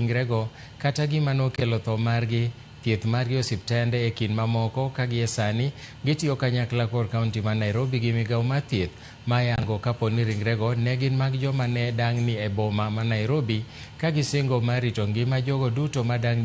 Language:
Luo (Kenya and Tanzania)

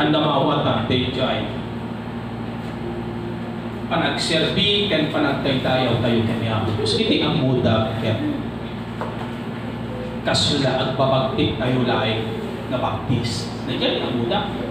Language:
Iloko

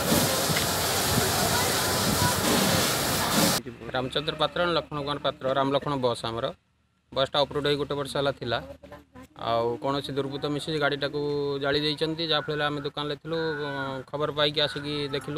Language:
Odia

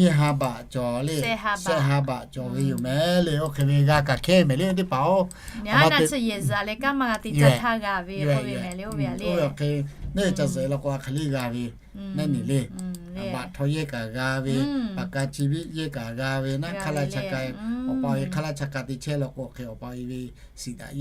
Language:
Lahu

